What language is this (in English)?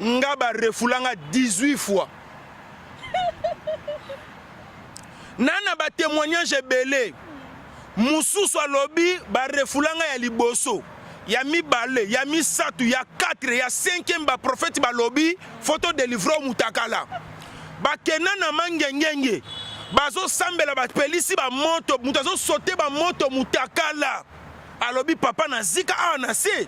Lingala